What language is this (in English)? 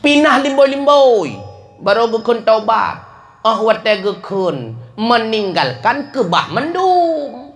Achinese